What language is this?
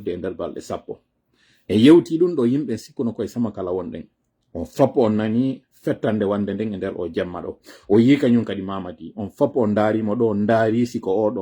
Pular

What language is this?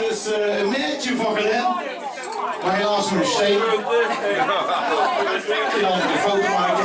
Limburgish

